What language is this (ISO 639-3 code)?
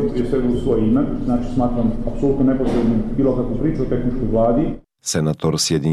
bos